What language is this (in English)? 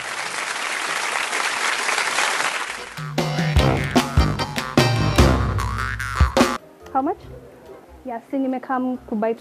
Swahili